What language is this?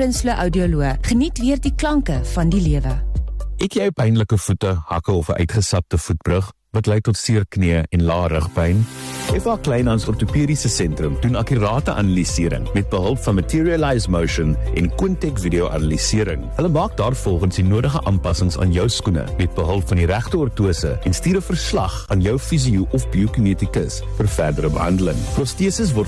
Afrikaans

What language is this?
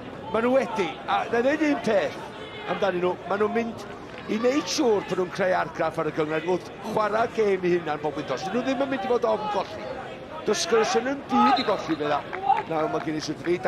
Welsh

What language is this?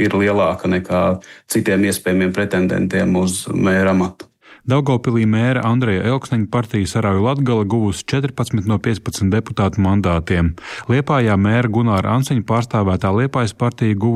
Latvian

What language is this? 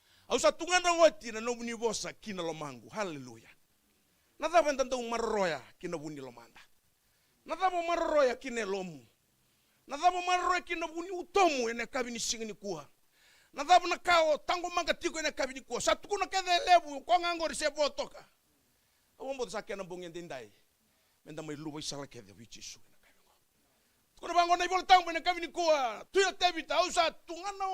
Fijian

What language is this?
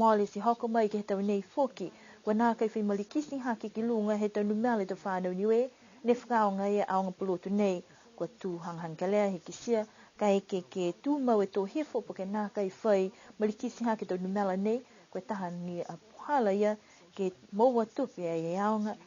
Niuean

